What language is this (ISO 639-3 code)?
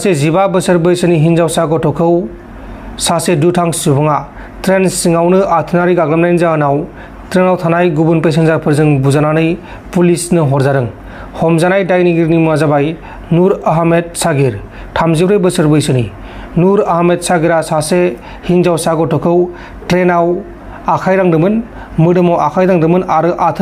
brx